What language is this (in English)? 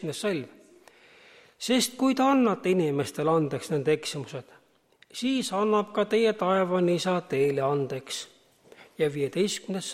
Estonian